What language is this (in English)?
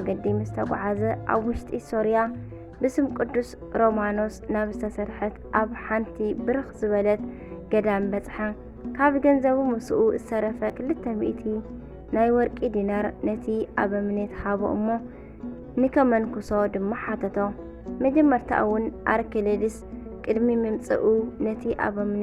Tigrinya